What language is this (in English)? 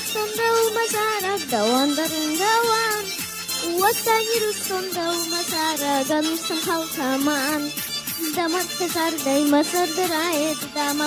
Ossetic